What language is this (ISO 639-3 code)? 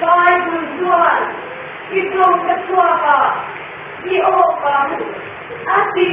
lus